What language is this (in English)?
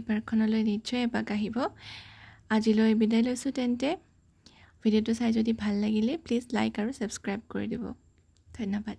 Assamese